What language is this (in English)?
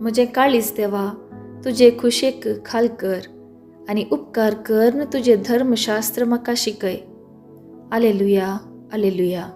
Konkani